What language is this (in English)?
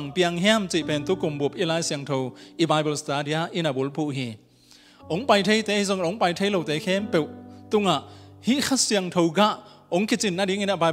Tedim Chin